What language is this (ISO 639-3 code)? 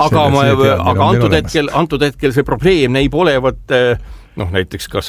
est